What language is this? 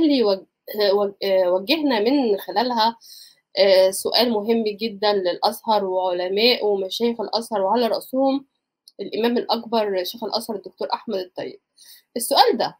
Egyptian Arabic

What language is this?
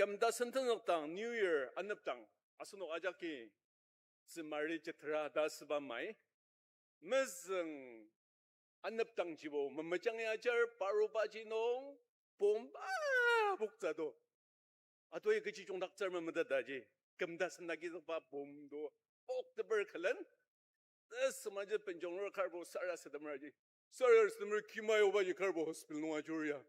Ao Naga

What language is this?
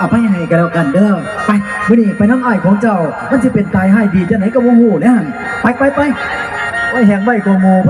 Northeastern Thai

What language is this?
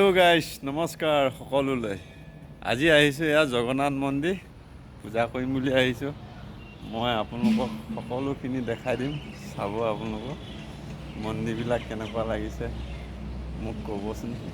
Assamese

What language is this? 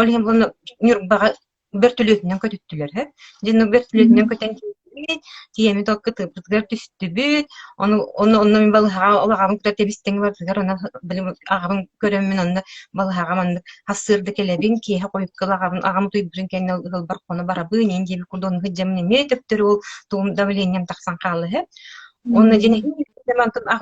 Yakut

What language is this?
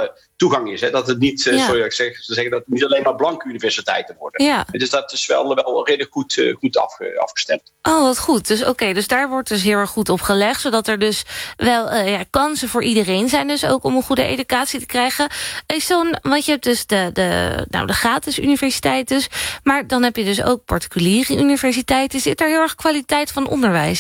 Dutch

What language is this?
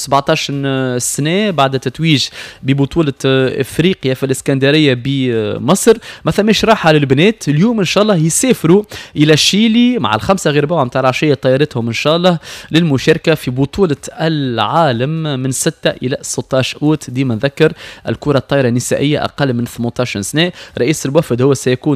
Tunisian Arabic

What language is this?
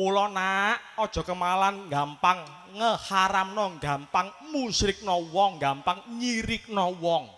Javanese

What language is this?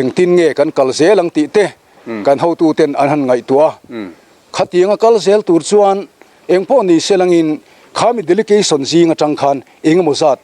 Mizo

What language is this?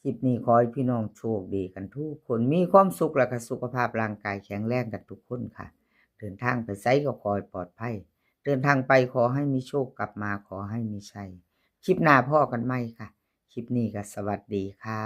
Northeastern Thai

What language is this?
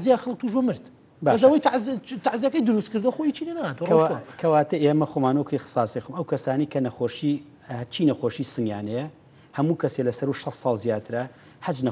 Central Kurdish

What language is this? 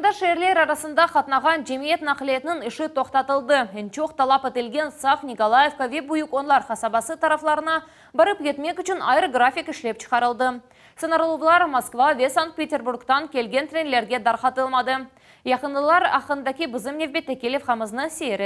Crimean Tatar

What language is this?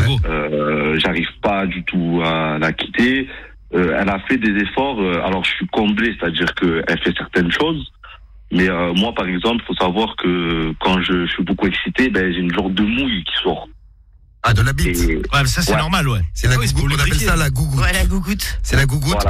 French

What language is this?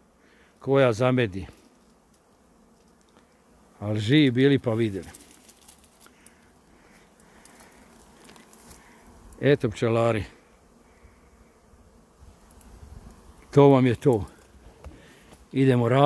Croatian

